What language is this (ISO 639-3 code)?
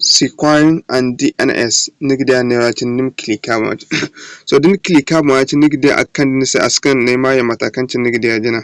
dje